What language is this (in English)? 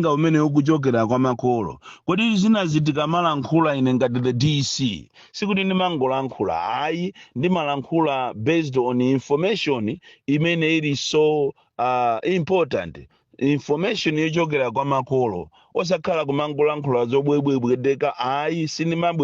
Nyanja